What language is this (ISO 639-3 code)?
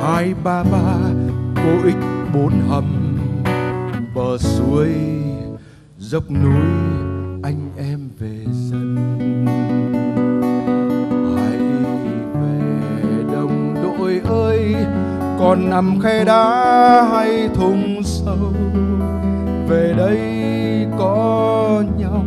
vie